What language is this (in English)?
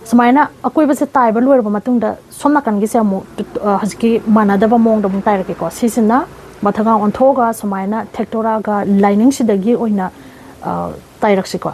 Manipuri